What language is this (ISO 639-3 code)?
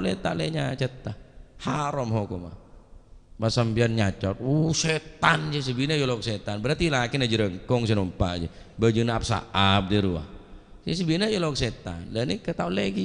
mad